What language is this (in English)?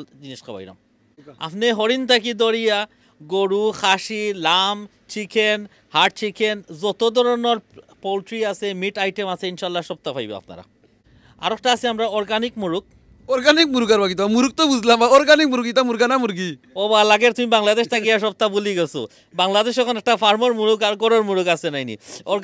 Sylheti